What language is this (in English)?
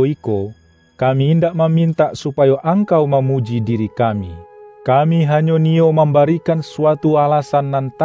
Minangkabau